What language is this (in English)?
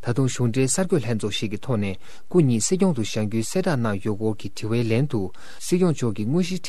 Tibetan